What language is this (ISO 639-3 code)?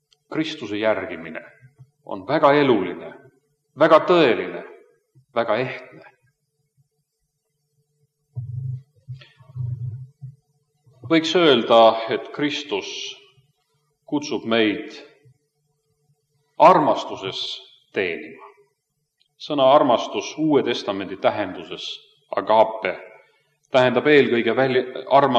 est